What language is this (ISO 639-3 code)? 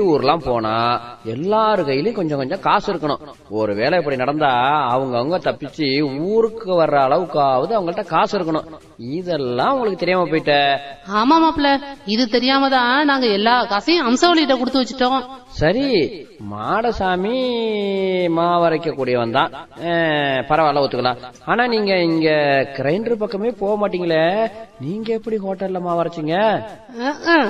tam